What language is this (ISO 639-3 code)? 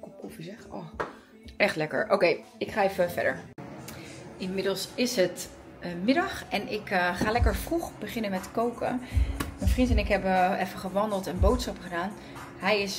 nld